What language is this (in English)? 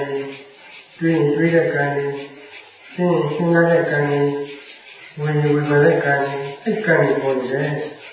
Burmese